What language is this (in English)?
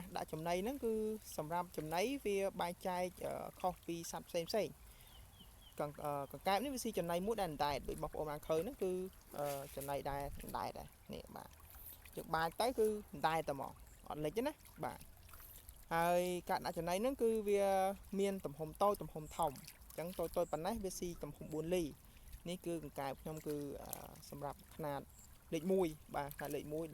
Khmer